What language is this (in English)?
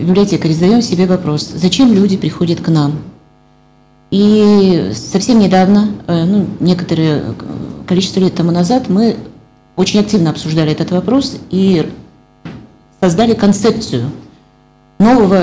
Russian